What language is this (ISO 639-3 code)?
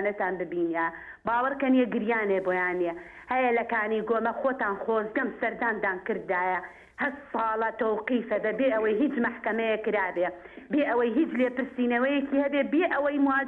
ckb